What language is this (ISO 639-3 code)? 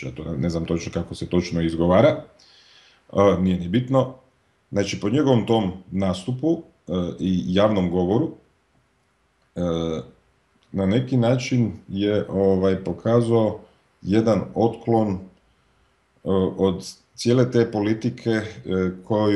hrv